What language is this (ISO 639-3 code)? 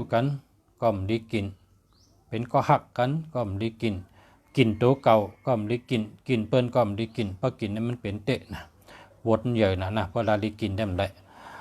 shn